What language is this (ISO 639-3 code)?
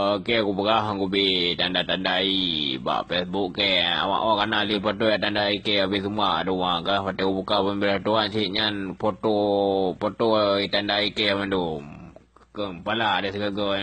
ace